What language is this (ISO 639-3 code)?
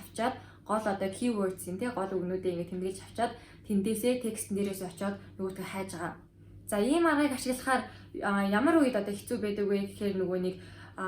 mon